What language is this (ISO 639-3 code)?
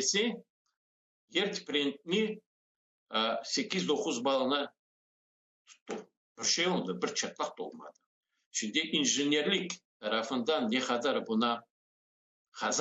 crh